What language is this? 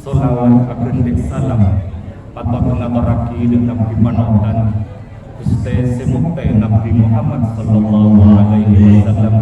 Madurese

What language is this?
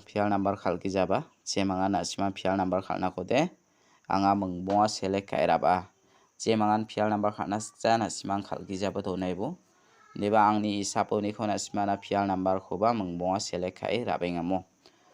Garo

